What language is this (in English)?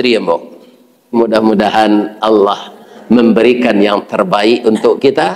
Minangkabau